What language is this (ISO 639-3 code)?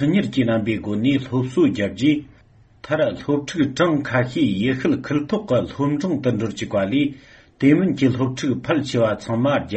bod